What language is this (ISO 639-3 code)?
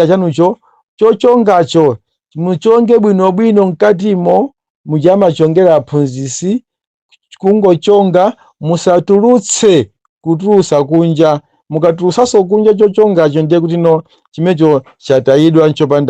nya